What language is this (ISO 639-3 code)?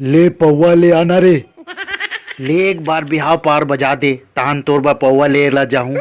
hne